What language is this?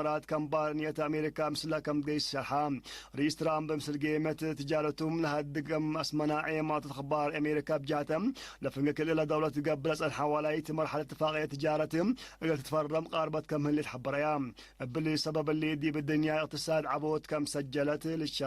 Tigre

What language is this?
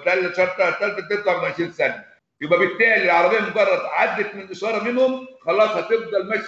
Egyptian Arabic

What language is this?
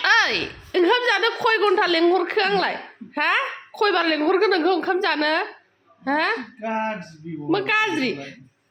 Bodo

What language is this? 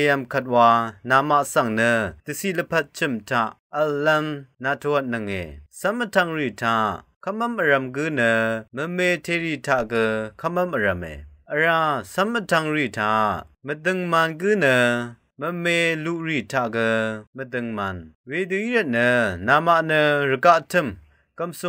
Rawang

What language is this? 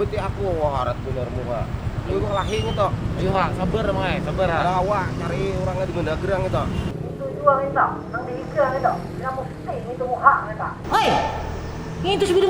Banjar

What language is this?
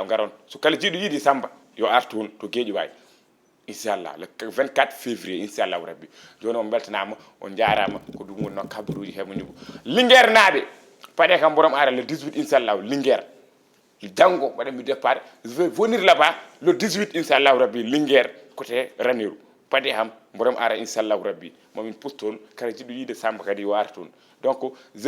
Fula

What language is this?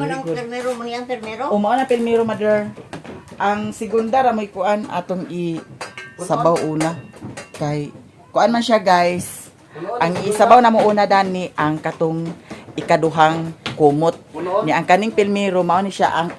Cebuano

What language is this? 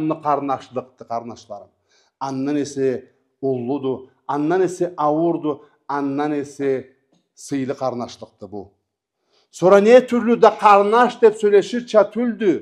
Karachay-Balkar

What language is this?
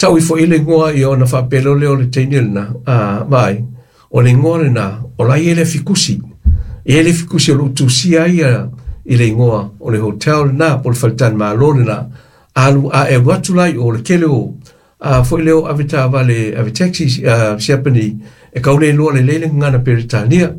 Samoan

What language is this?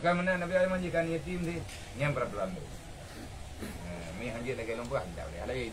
Achinese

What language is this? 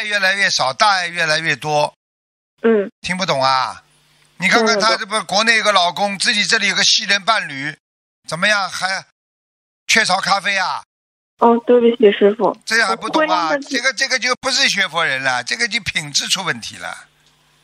Chinese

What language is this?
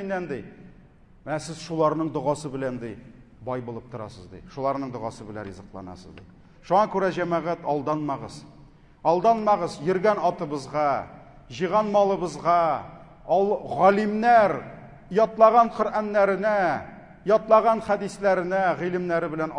Tatar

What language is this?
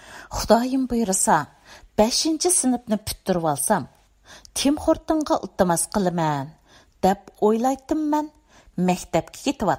Uyghur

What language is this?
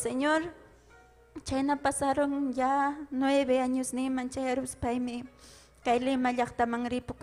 Ayacucho Quechua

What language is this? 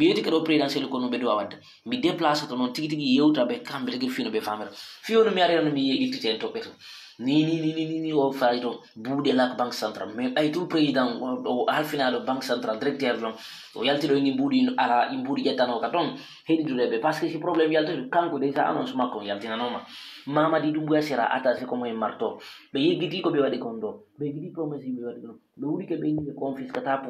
Fula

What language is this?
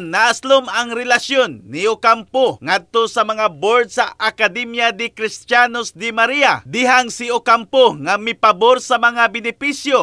Cebuano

